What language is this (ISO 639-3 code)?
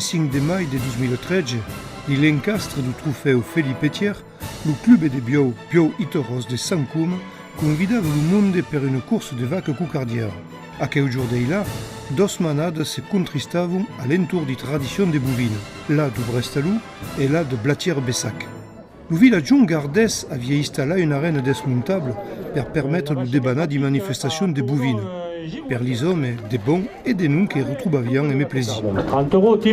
oci